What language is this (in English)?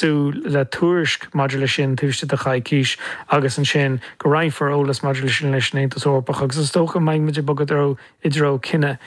Irish